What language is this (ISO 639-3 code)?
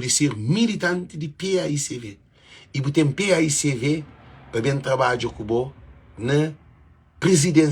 kea